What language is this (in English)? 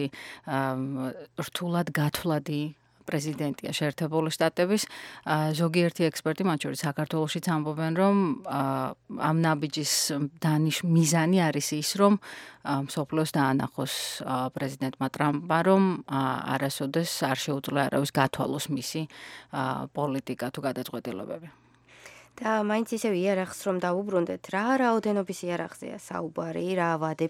Georgian